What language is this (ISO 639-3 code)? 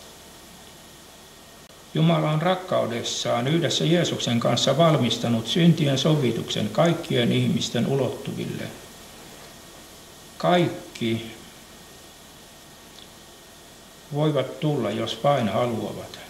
fin